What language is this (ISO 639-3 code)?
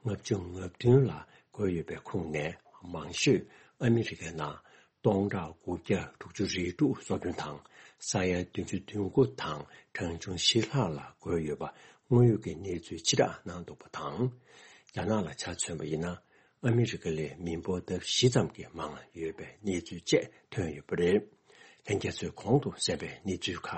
bod